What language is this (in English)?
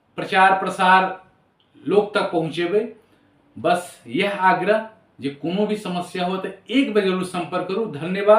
Maithili